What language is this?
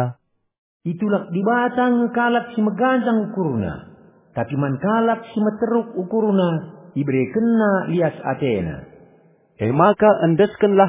Batak Karo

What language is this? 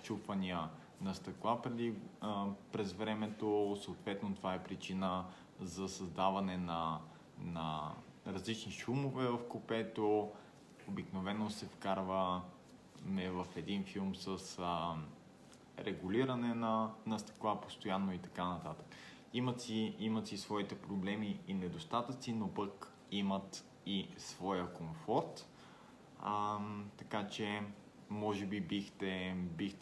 Bulgarian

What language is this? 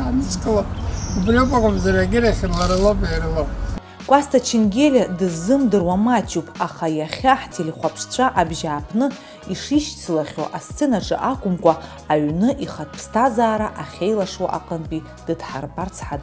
Abkhazian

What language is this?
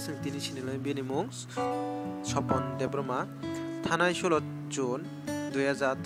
Kok Borok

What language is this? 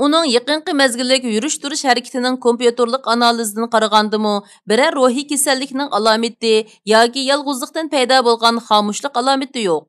Uyghur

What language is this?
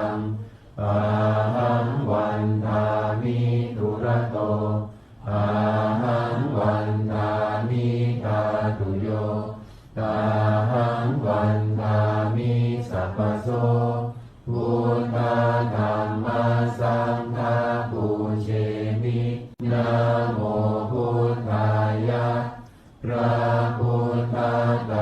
Pali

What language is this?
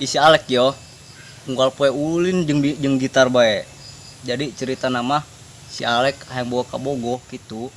Sundanese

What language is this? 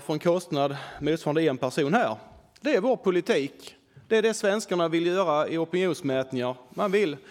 Swedish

